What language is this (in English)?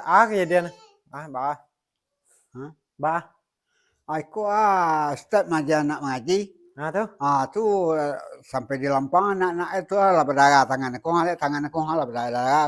Minangkabau